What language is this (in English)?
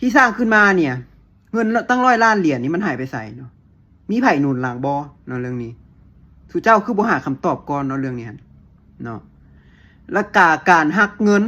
Lao